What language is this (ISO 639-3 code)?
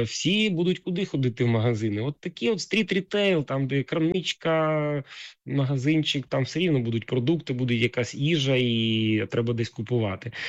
ukr